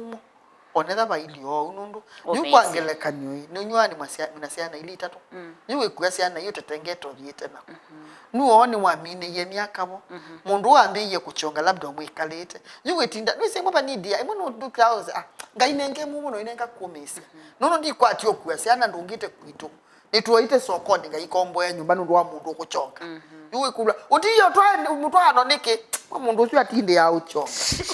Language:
Kamba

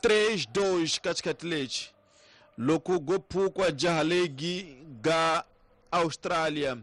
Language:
Tsonga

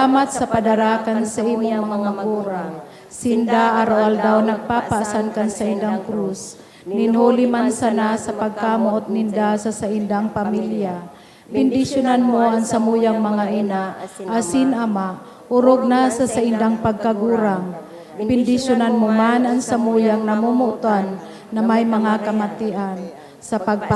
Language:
Bikol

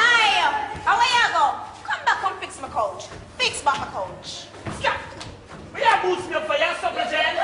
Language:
Jamaican Creole English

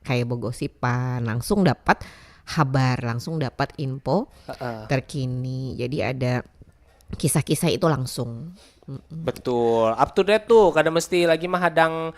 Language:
Banjar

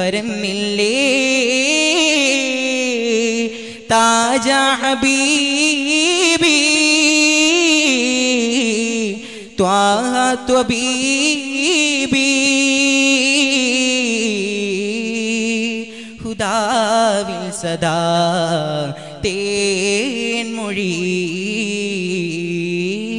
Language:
Malayalam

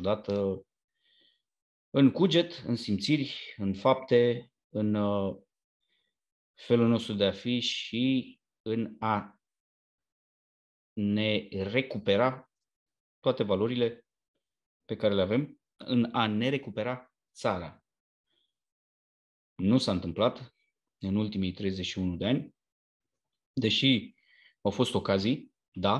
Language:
Romanian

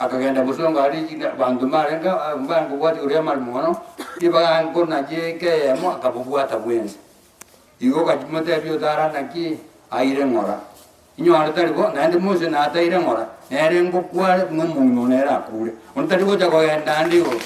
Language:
Gusii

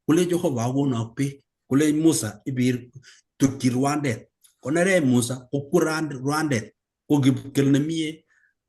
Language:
Kalenjin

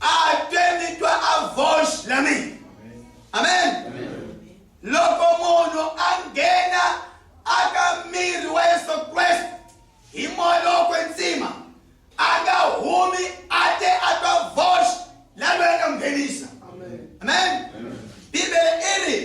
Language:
Tsonga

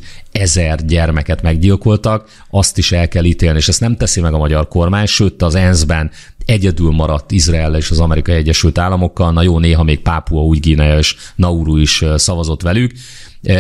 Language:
Hungarian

